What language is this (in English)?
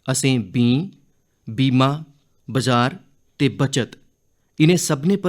Dogri